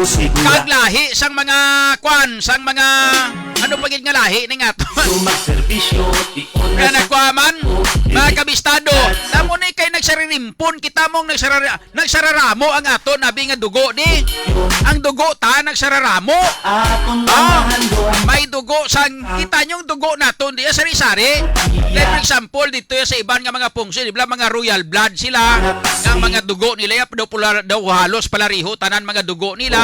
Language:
Hiligaynon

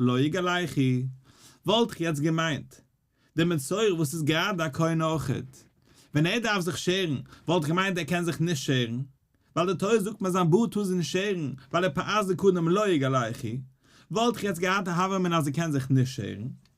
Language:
Yiddish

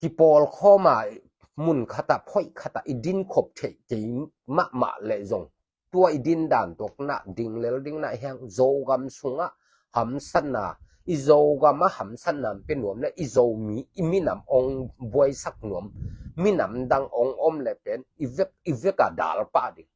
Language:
Tedim Chin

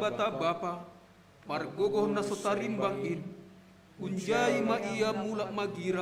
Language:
Batak Simalungun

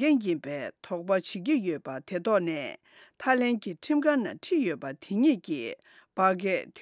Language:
Tibetan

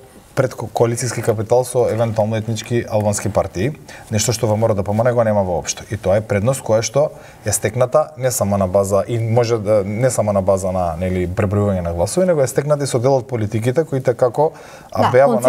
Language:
Macedonian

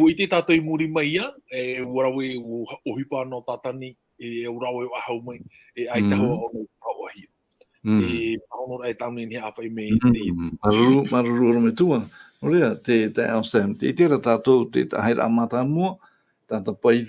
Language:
Tahitian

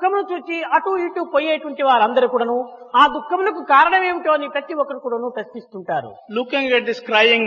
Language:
Telugu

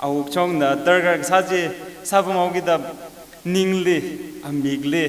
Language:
Tangkhul Naga (India)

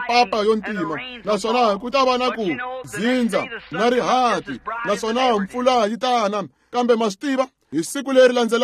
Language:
Tsonga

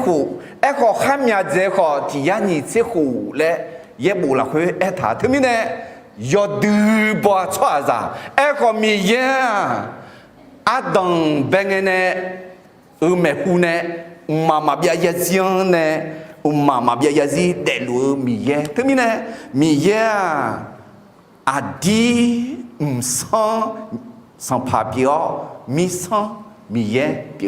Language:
Akha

